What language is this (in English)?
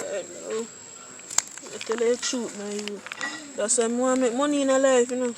Jamaican Creole English